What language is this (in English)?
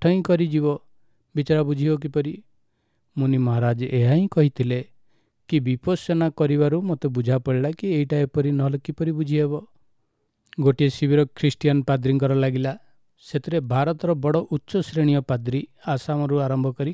Odia